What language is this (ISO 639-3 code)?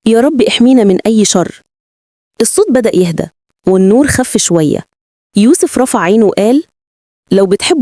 arz